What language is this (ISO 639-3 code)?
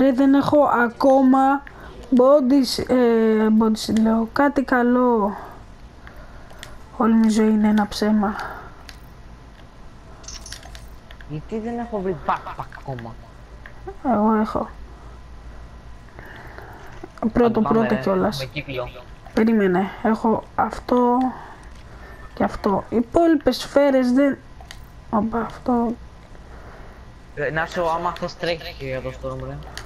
ell